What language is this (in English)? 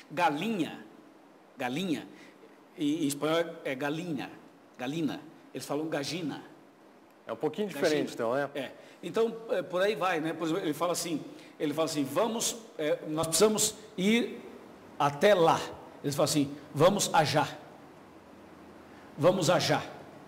Portuguese